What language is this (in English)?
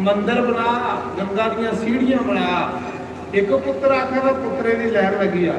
Dogri